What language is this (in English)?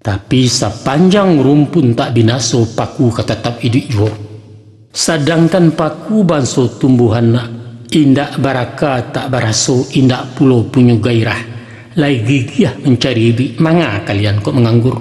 Minangkabau